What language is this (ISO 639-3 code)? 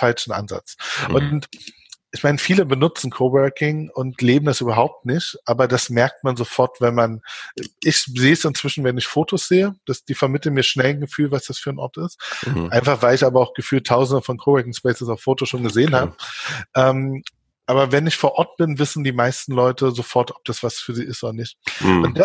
deu